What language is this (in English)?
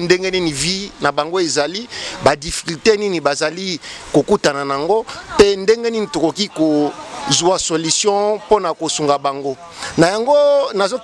Lingala